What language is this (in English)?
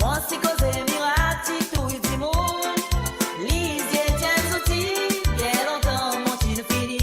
Morisyen